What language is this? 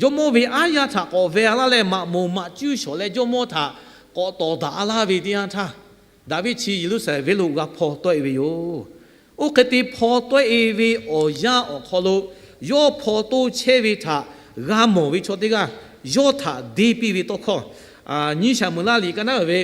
Lahu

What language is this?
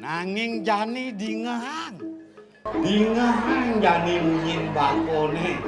Balinese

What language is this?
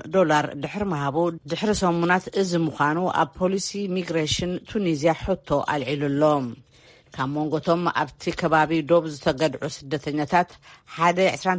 Tigrinya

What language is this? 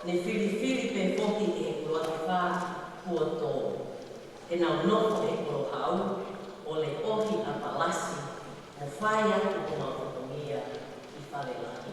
Tongan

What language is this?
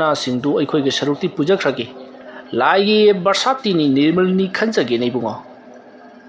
Manipuri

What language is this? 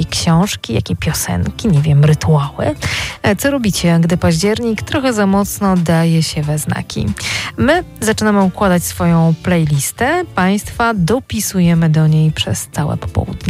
Polish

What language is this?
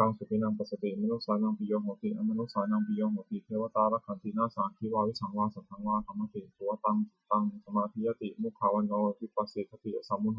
Pali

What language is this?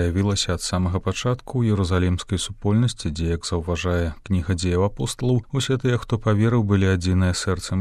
Belarusian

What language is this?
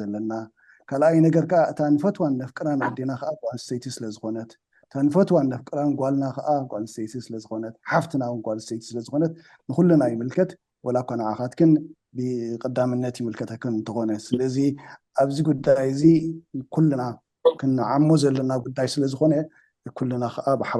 Tigrinya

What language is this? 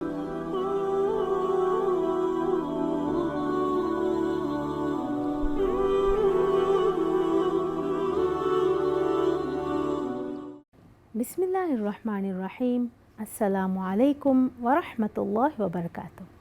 Divehi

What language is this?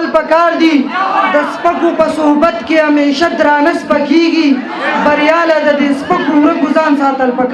Pashto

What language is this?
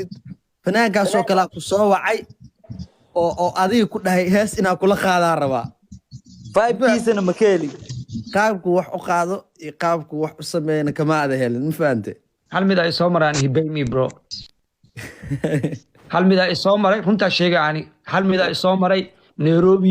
Somali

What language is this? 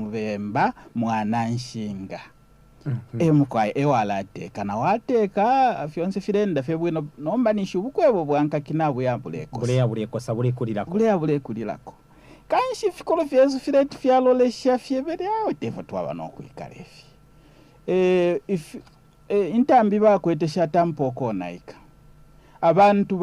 Bemba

